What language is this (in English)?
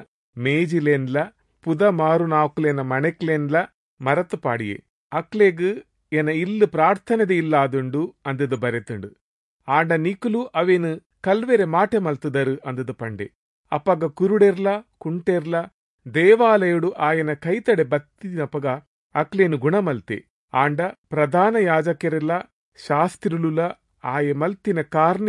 Tulu